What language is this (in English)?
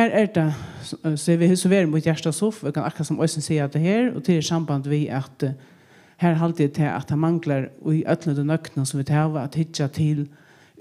Faroese